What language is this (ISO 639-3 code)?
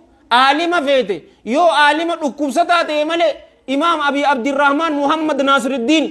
orm